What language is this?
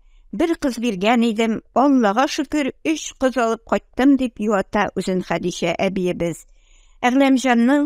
Tatar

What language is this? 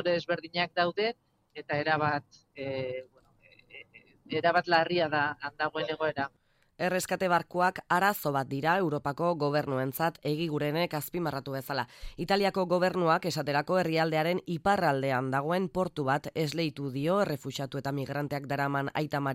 Basque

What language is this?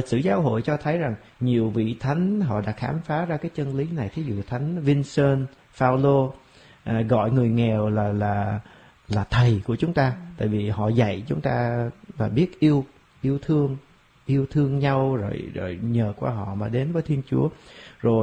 Vietnamese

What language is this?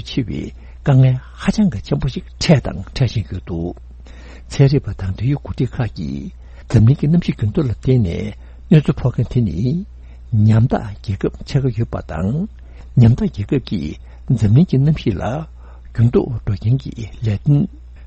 Tibetan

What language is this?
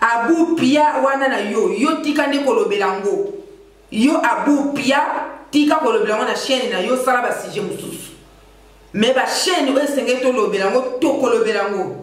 Lingala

